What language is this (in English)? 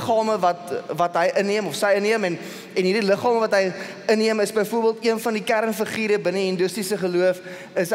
Afrikaans